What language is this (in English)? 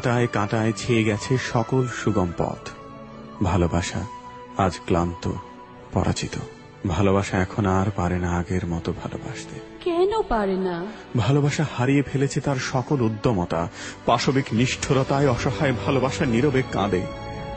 Bangla